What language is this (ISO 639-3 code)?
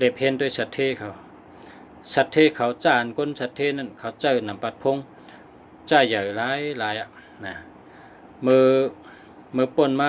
shn